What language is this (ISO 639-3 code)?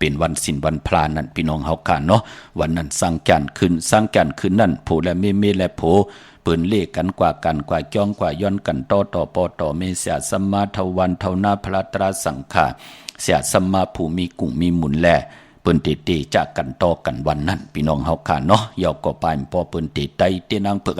shn